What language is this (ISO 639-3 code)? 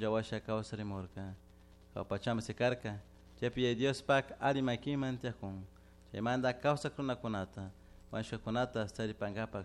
qug